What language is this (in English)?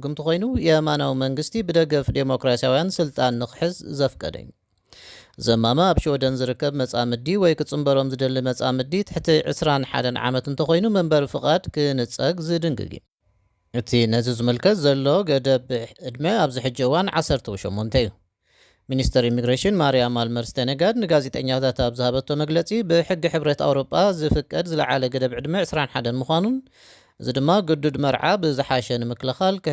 Tigrinya